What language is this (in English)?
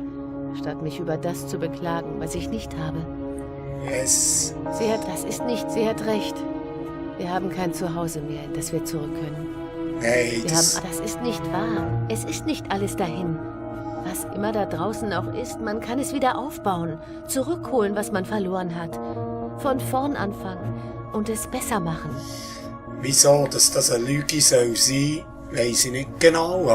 Swiss German